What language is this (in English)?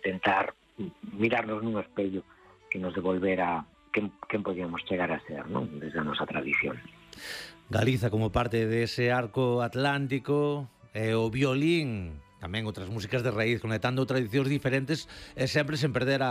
Galician